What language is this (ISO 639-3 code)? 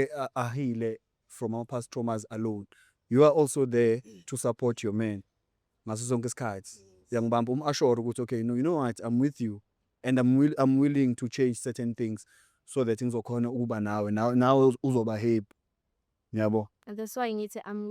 zul